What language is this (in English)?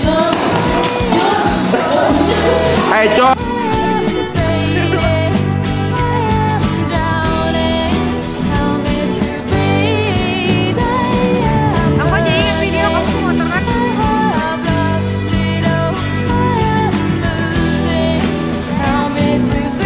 Indonesian